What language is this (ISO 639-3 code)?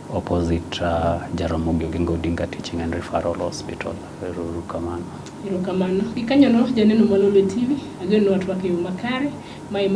luo